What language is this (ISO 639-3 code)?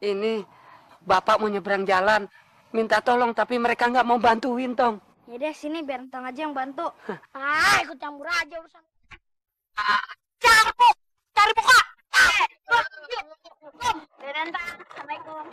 bew